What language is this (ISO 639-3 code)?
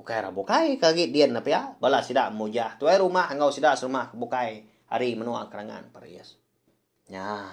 iba